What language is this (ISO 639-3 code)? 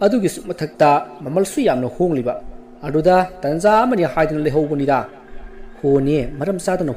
mni